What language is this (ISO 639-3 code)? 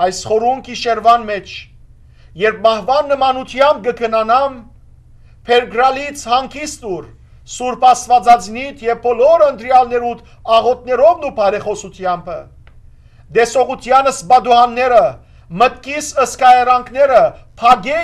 hyw